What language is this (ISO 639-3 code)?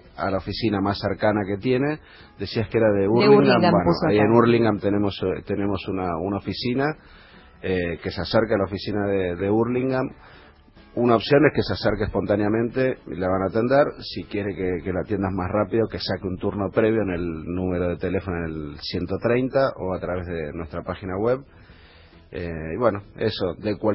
spa